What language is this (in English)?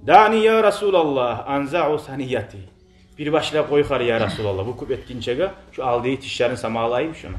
Kumyk